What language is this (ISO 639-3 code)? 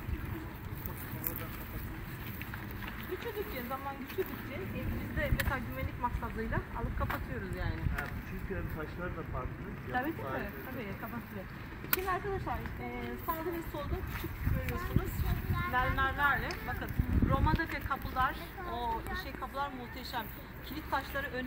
tur